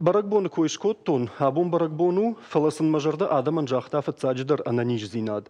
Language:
Ossetic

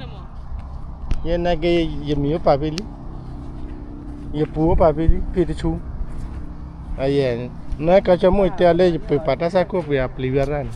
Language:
S'gaw Karen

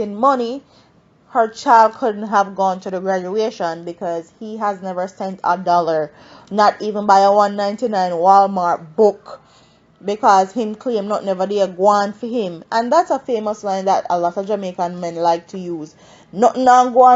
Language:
Jamaican Creole English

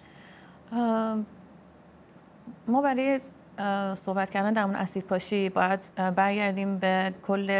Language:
Persian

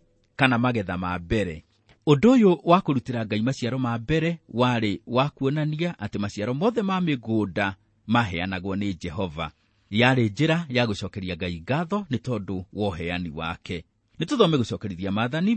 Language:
Kikuyu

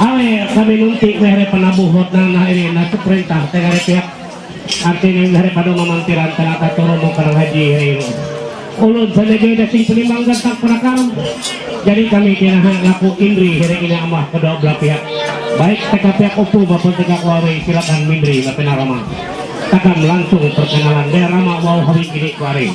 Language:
Ma'anyan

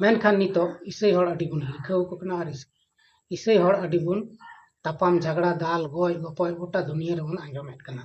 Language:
Santali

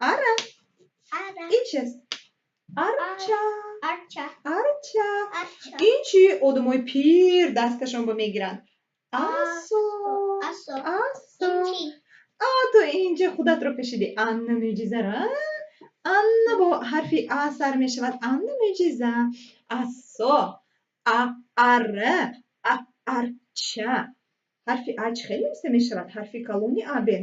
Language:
Tajik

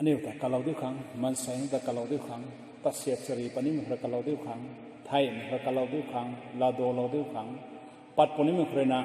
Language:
Rongmei Naga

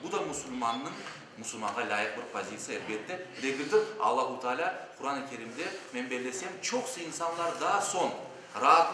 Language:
Crimean Tatar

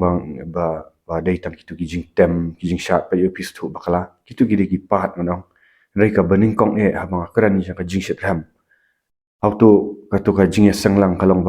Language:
Khasi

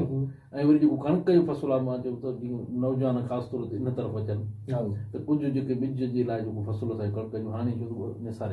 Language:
Sindhi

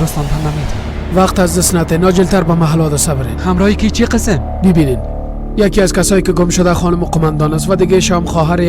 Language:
Persian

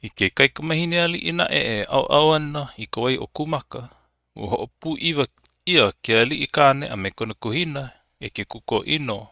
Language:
Hawaiian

